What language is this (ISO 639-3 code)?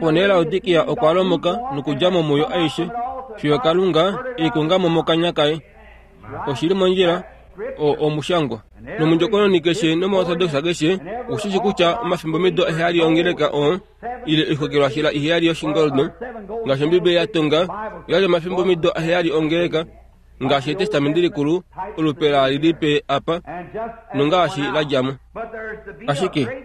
kua